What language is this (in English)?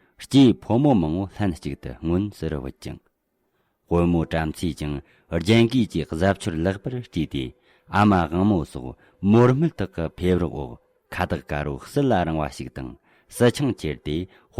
Tibetan